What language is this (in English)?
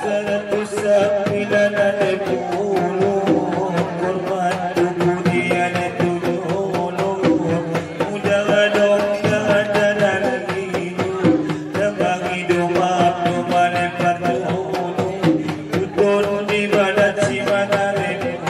Batak Angkola